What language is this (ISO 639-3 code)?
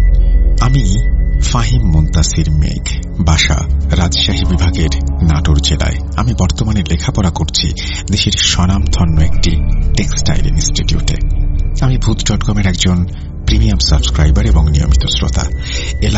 ben